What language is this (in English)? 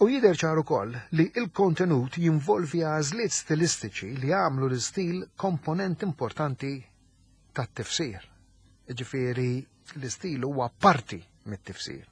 Maltese